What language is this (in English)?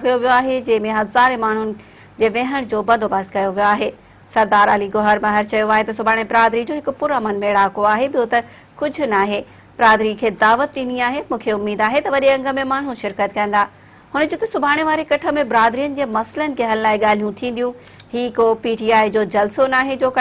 Sindhi